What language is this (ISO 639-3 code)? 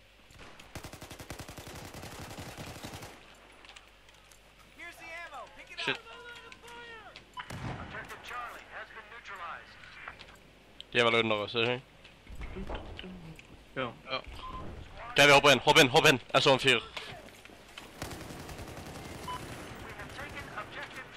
nor